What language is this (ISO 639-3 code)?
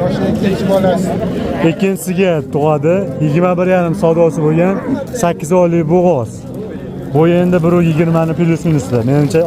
uzb